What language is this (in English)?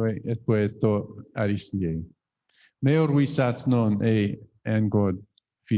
Chuukese